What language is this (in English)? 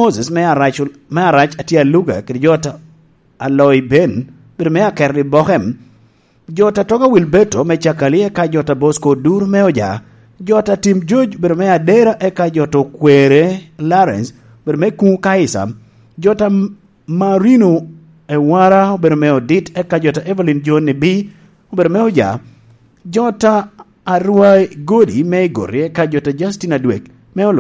Lango (Uganda)